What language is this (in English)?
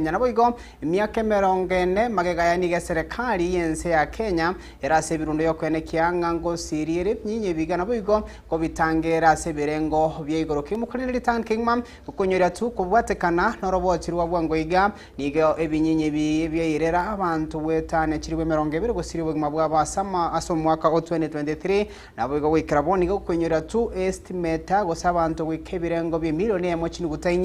Gusii